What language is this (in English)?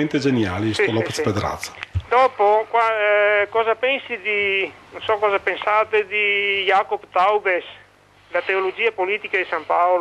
Italian